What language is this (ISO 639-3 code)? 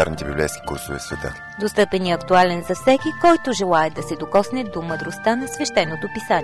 bul